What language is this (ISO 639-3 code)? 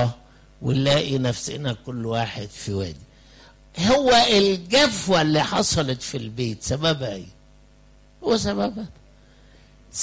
arz